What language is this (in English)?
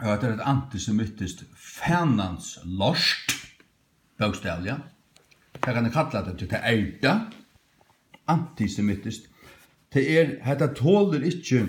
Faroese